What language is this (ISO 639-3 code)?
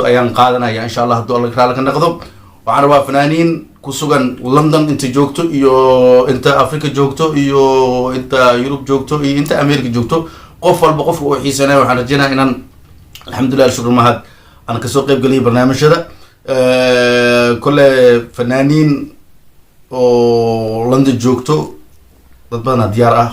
som